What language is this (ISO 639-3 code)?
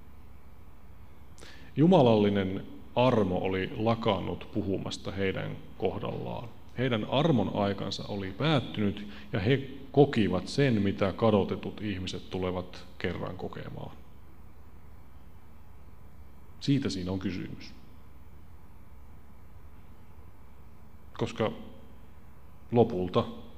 fin